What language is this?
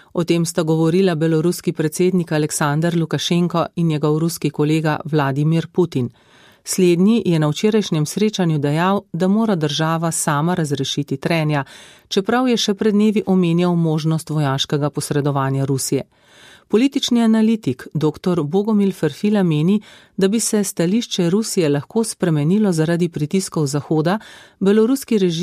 Slovenian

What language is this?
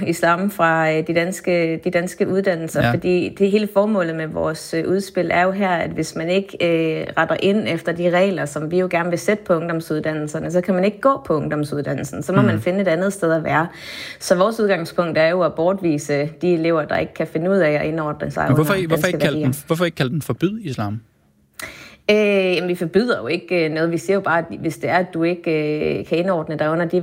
Danish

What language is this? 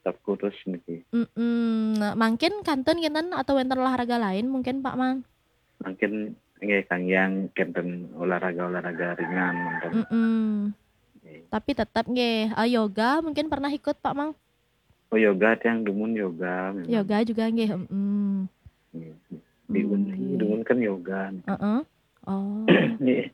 Balinese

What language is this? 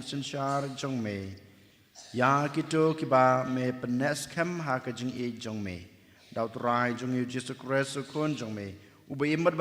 Khasi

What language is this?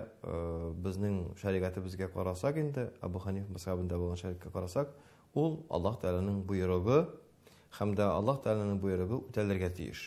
Tatar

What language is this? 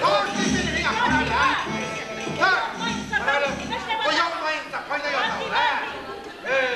Bashkir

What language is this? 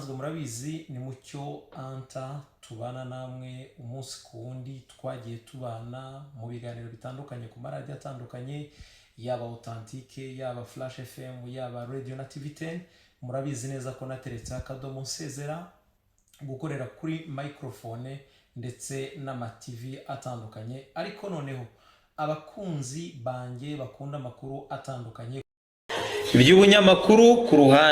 Kinyarwanda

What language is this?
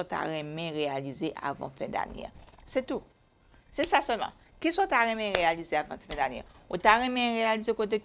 Haitian Creole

